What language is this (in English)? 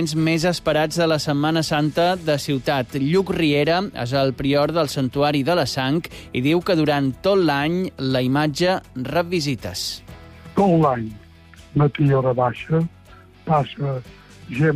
Catalan